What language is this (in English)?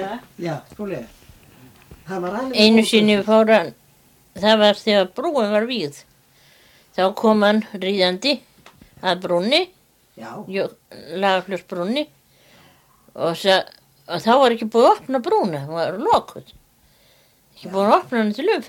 Icelandic